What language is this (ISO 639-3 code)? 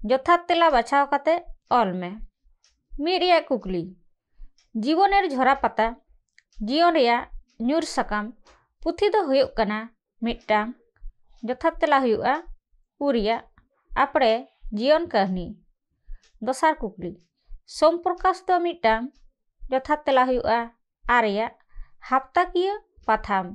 sat